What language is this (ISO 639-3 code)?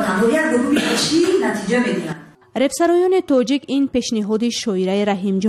tgk